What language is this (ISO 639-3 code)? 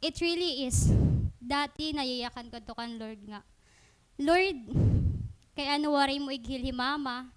war